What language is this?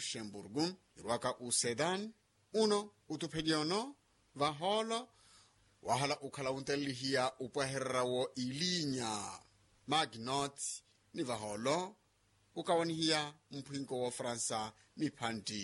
Makhuwa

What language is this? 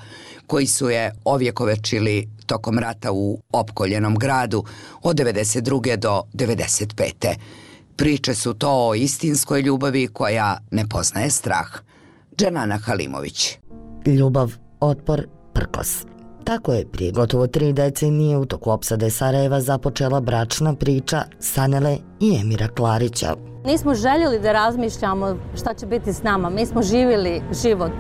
Bosnian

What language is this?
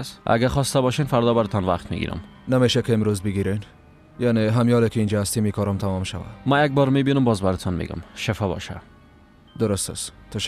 Persian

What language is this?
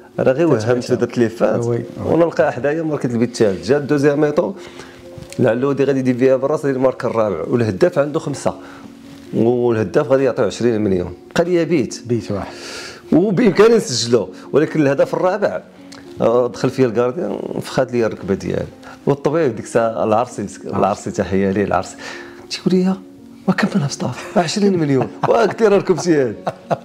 Moroccan Arabic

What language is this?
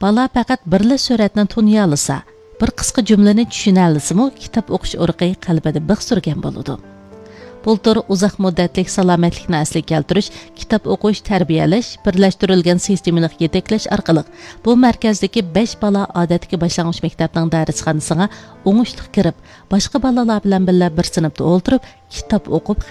Uyghur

